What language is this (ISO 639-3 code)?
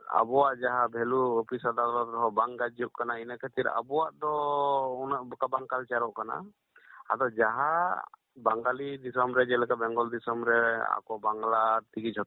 sat